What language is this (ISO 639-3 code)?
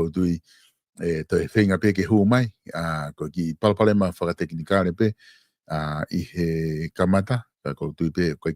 ton